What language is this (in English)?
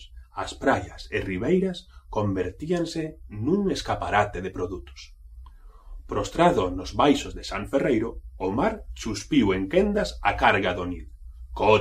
Galician